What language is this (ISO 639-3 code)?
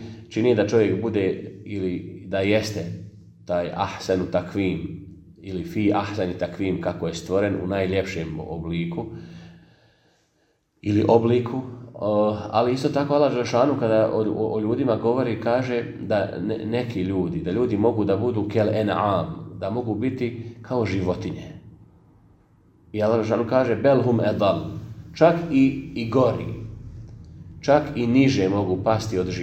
bos